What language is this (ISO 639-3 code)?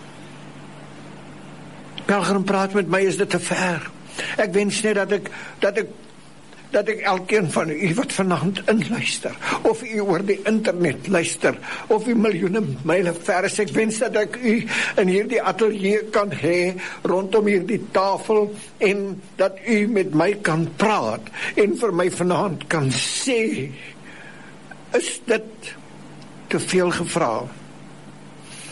afr